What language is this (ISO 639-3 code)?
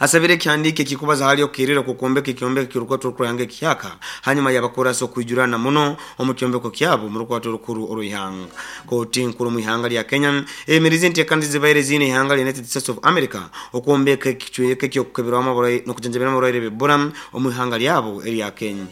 nyo